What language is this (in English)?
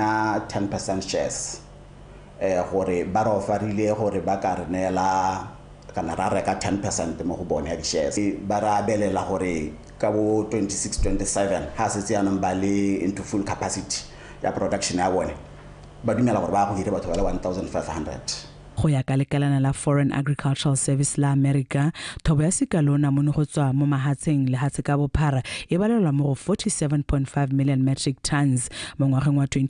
Tswana